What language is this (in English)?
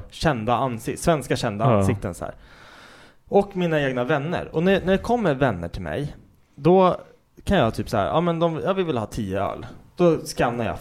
Swedish